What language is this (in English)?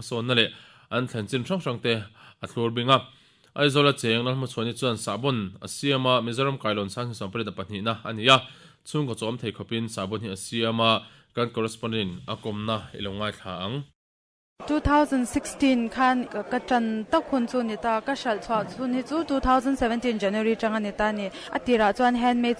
Mizo